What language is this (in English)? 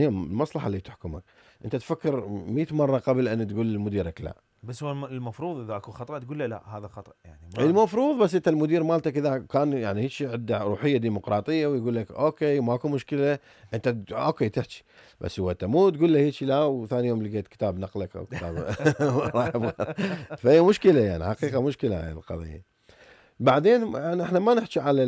Mesopotamian Arabic